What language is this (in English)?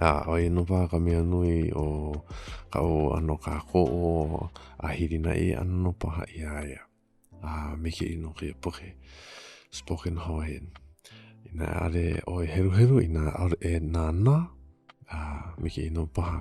Hawaiian